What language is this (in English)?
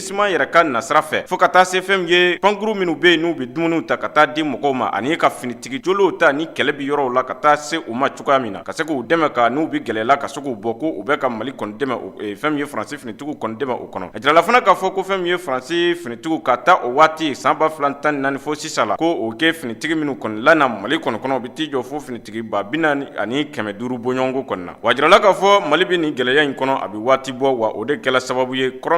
Bambara